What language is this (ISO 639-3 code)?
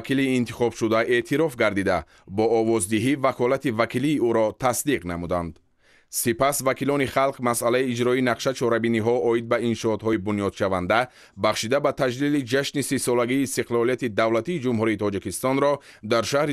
tgk